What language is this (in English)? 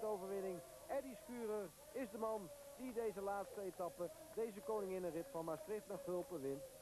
Dutch